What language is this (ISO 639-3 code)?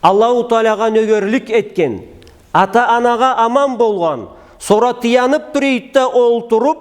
krc